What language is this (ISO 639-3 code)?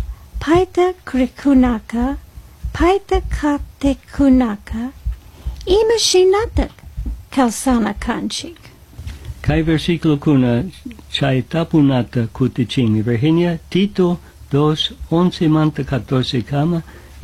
qug